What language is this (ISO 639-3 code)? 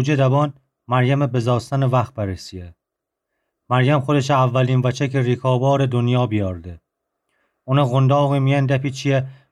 glk